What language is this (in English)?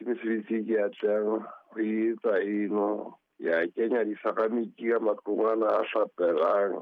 Southern Sotho